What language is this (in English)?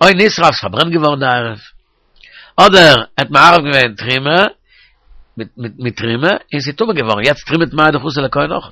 Yiddish